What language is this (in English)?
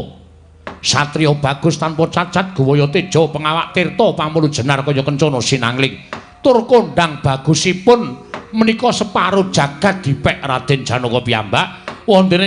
Javanese